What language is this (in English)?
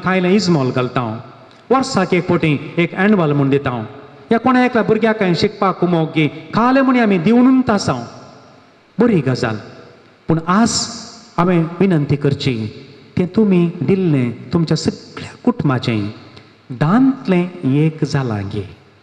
Konkani